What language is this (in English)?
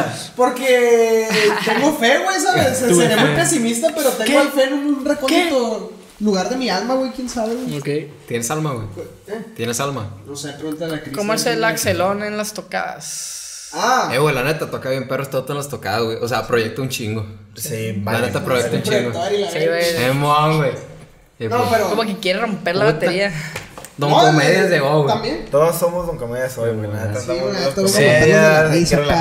Spanish